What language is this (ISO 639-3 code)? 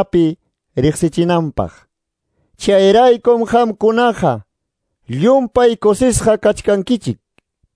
que